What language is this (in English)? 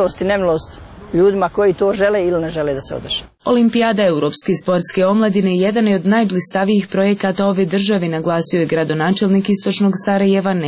Serbian